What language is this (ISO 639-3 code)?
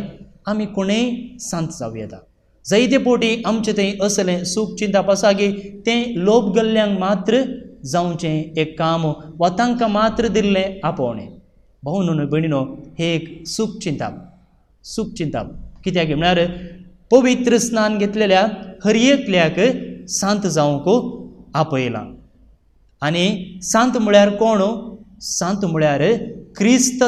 kok